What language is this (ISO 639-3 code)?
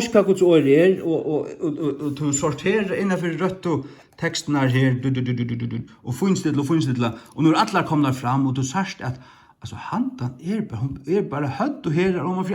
fao